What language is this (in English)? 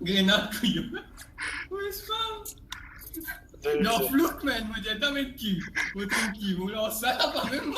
Morisyen